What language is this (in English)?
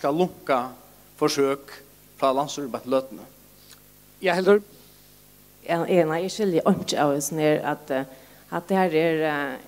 Faroese